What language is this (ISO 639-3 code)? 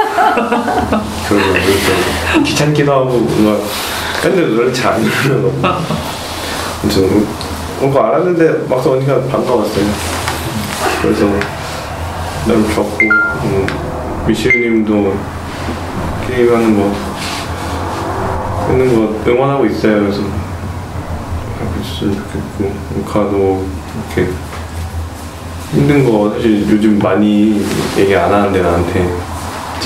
kor